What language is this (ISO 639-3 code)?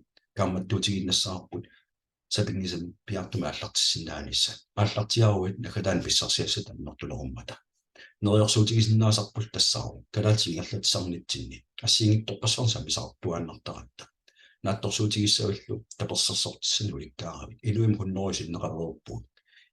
kal